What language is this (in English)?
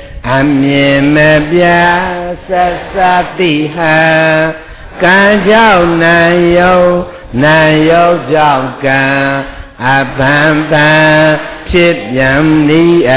Burmese